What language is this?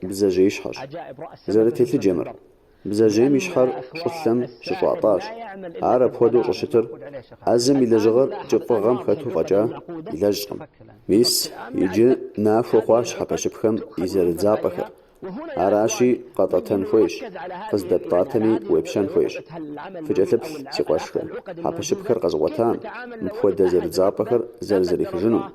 Kabardian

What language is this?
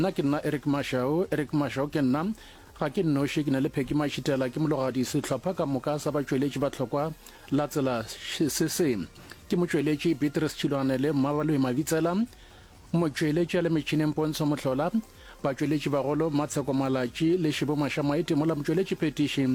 Northern Sotho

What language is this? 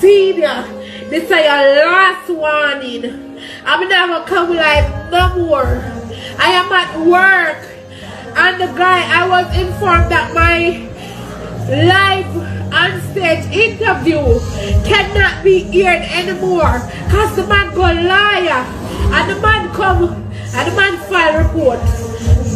Jamaican Creole English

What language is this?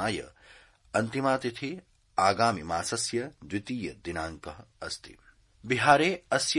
Sanskrit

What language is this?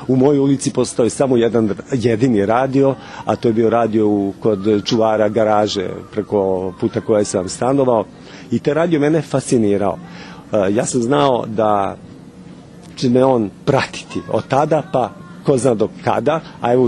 Serbian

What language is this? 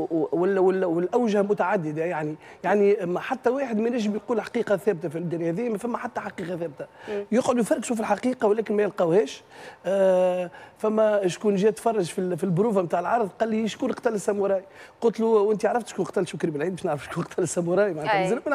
Tunisian Arabic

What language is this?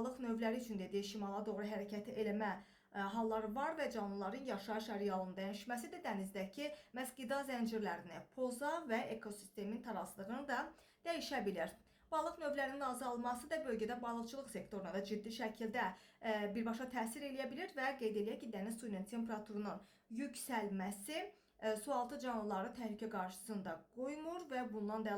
Azerbaijani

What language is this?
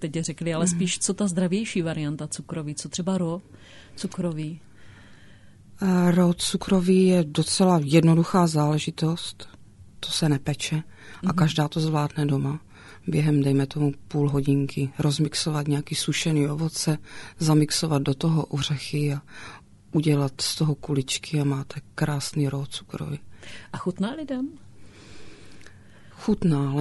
Czech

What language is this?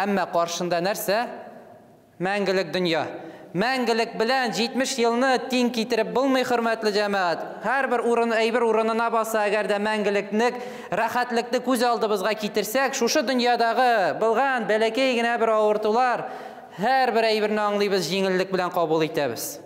Tatar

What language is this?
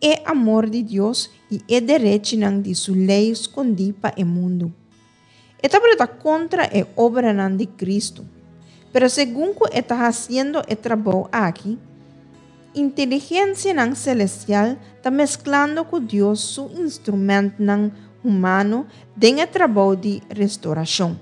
Papiamento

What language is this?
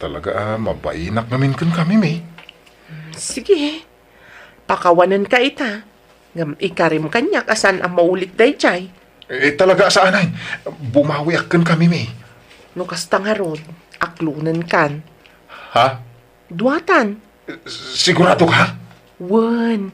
Iloko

